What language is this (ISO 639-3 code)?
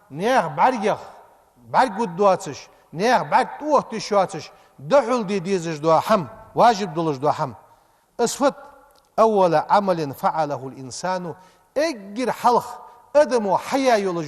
inh